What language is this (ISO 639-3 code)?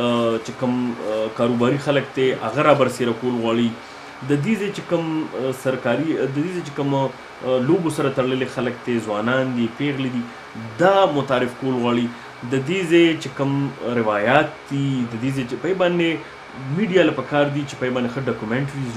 pus